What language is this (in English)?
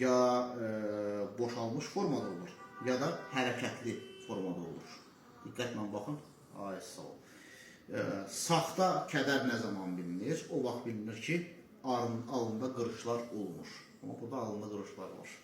Azerbaijani